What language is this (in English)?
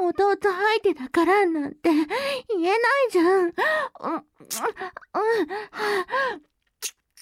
Japanese